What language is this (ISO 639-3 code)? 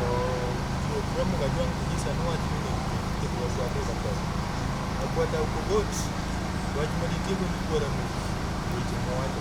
luo